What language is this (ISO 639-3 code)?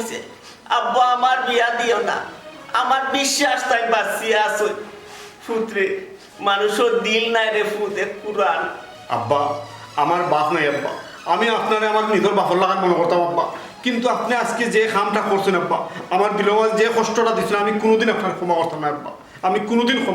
syl